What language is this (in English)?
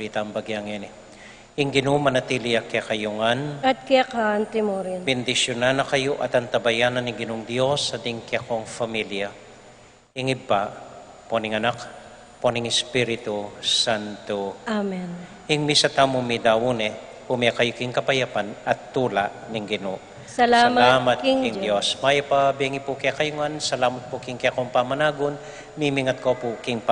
Pampanga